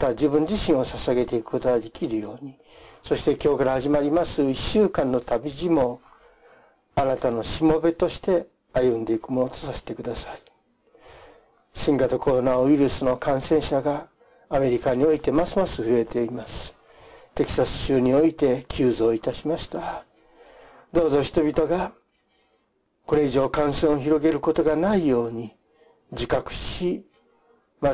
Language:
Japanese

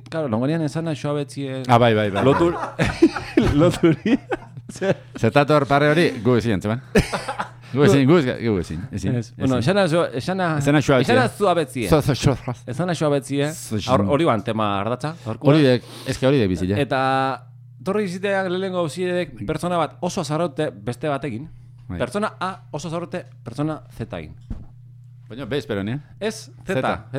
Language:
Basque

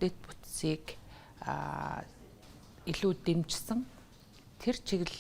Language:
Mongolian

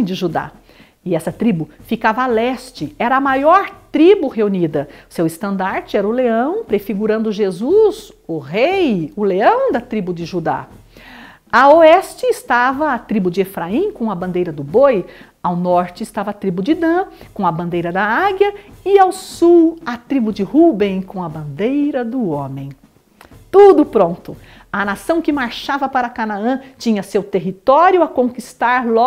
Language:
Portuguese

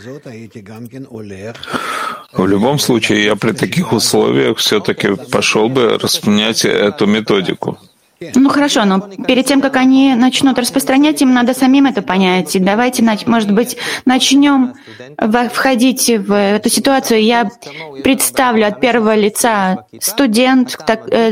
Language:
Russian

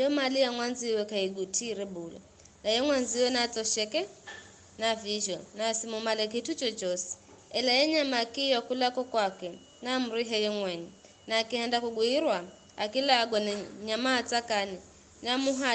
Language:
Giryama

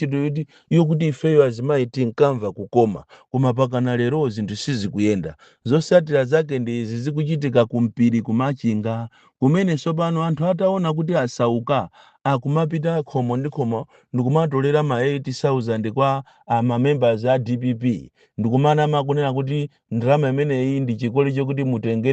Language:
Nyanja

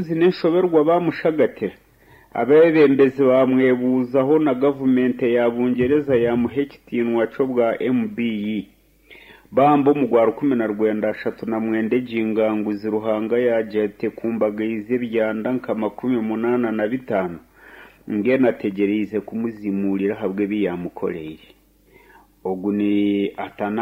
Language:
Nyankole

